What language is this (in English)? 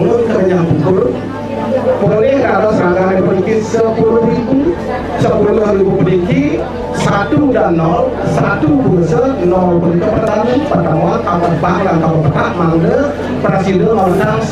Balinese